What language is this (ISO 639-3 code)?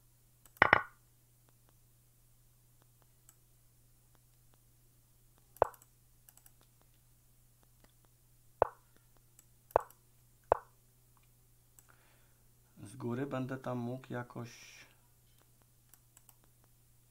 pol